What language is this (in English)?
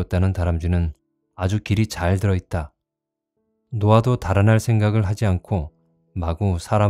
Korean